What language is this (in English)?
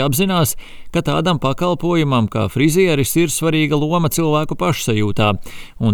Latvian